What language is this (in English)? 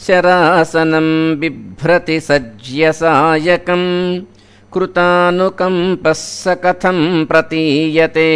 Sanskrit